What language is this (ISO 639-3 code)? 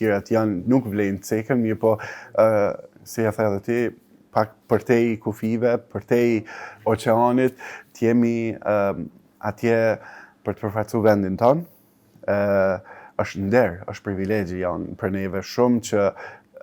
sqi